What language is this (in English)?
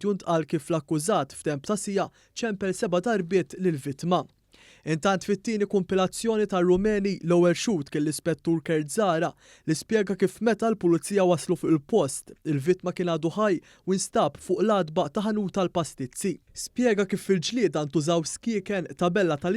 Maltese